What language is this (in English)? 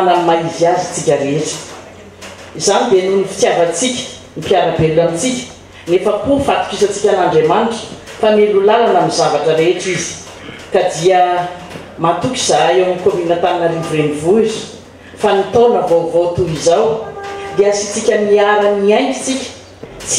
Malagasy